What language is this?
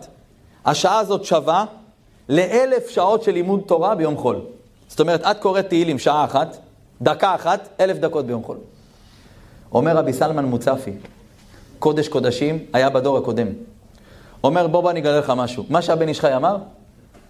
Hebrew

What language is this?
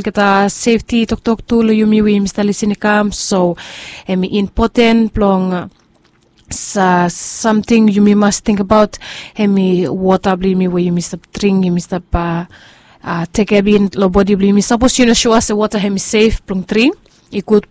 Bislama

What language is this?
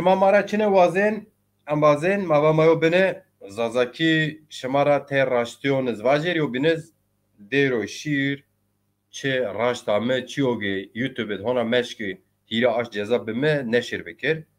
Zaza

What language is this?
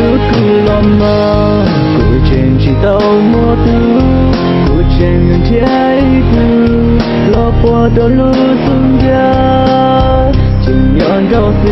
Hmong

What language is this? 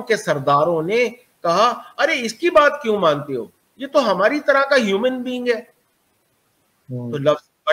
Urdu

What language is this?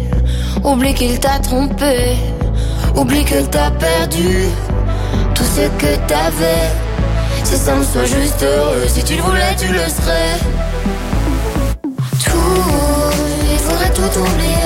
French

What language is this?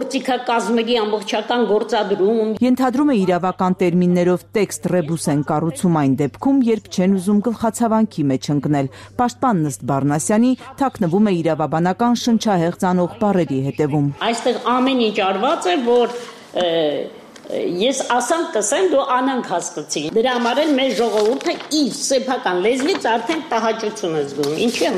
Armenian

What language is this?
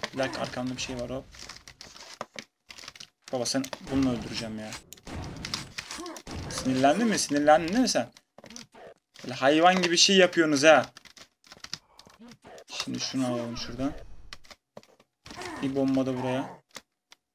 Turkish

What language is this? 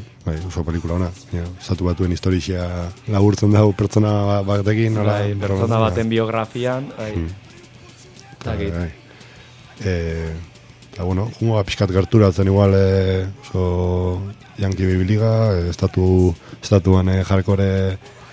Basque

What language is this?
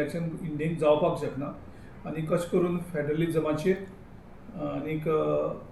Konkani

